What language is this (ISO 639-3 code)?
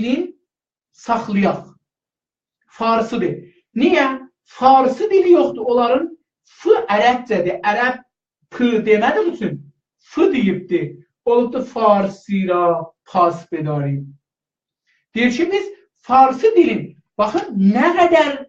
azb